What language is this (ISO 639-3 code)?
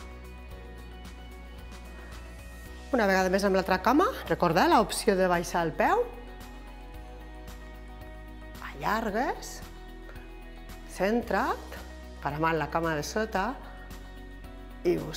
cat